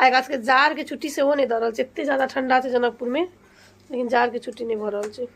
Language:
Maithili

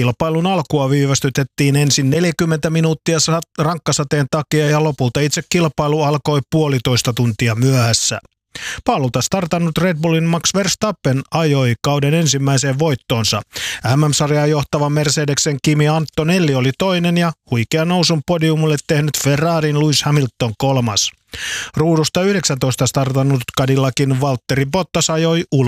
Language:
Finnish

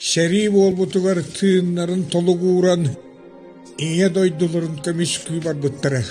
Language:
Yakut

